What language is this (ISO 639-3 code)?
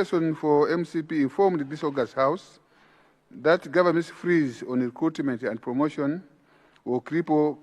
eng